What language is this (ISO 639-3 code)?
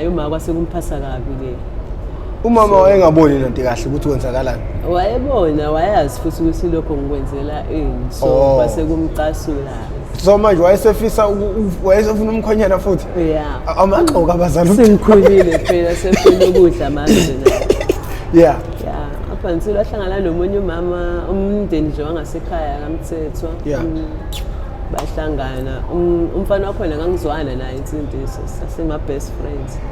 zul